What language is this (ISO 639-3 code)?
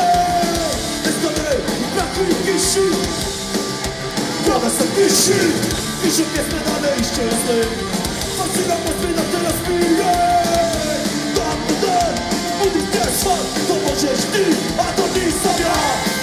hrv